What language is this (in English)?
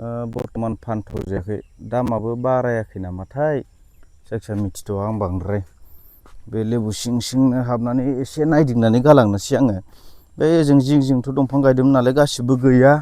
Bodo